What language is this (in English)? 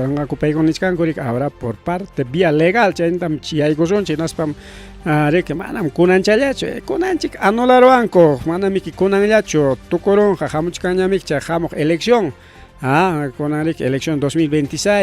Ayacucho Quechua